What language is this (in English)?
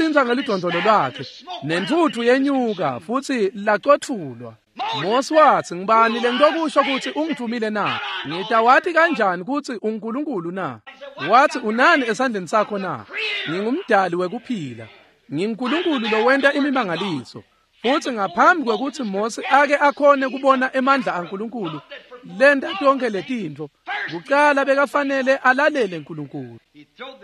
Swati